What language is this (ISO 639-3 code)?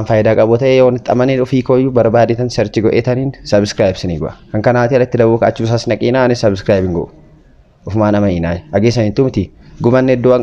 orm